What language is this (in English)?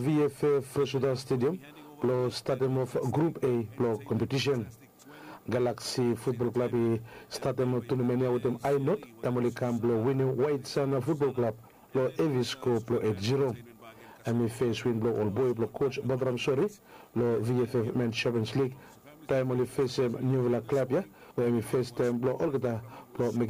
Bislama